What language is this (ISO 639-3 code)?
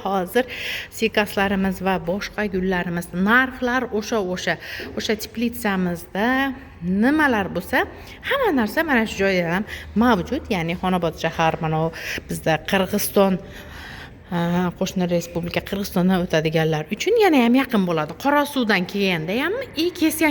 uzb